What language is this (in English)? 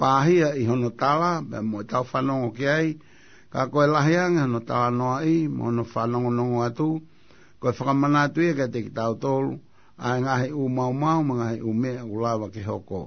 Tongan